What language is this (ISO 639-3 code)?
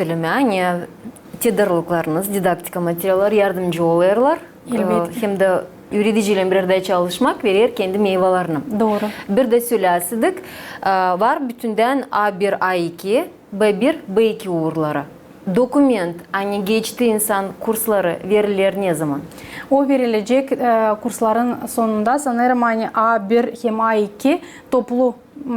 gag